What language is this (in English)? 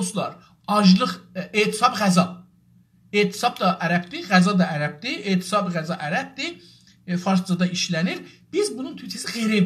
South Azerbaijani